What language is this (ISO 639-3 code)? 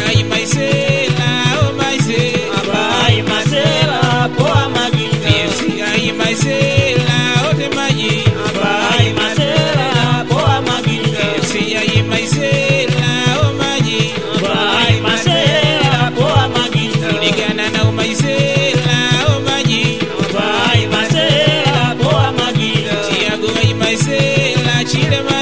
swa